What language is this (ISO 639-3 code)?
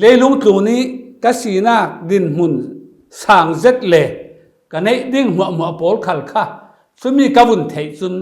cfm